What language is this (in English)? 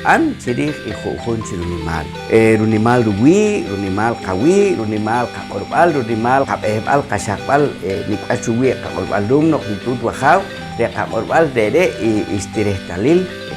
Poqomchi'